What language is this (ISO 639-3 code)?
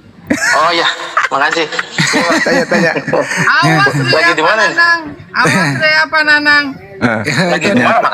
ind